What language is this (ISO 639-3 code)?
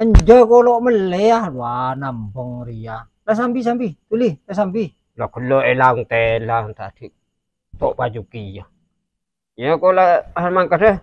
mad